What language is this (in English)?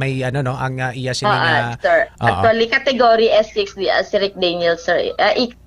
Hiligaynon